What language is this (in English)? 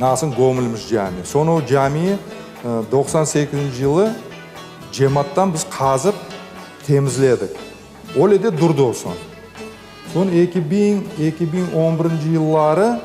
Crimean Tatar